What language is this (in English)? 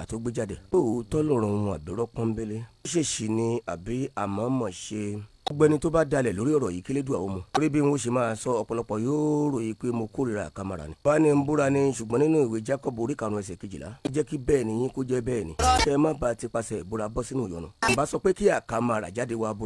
Yoruba